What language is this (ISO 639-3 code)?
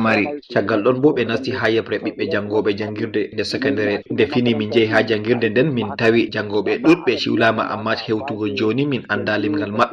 ful